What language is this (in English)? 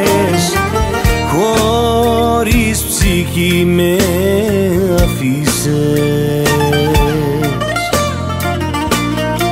Greek